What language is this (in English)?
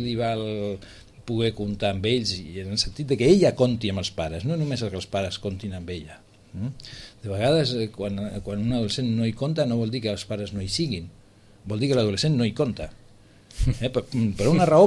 Catalan